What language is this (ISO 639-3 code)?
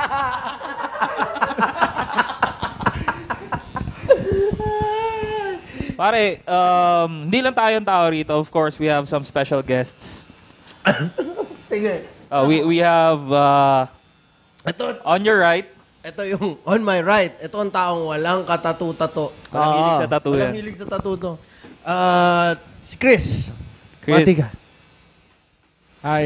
fil